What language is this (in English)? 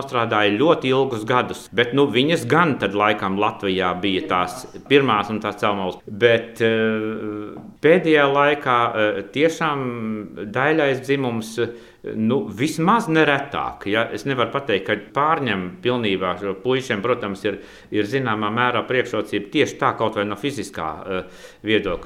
Latvian